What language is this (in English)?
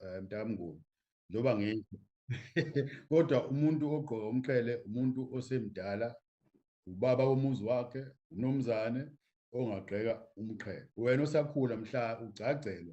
Zulu